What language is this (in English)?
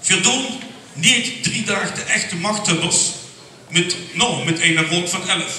Limburgish